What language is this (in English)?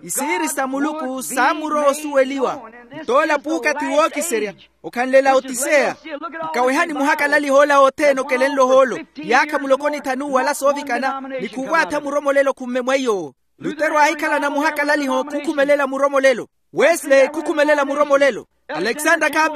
Makhuwa